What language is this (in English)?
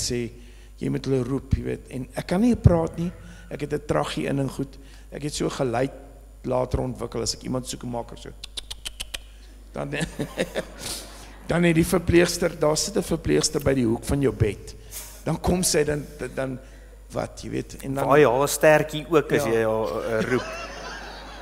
Afrikaans